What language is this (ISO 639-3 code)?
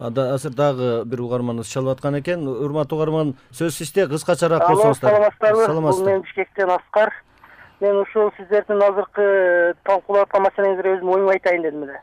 kir